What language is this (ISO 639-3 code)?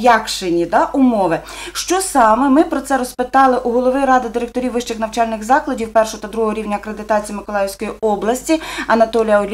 ukr